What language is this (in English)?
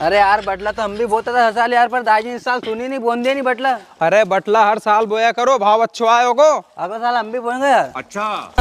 Rajasthani